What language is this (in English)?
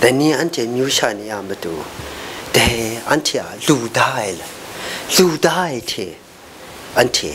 Kachin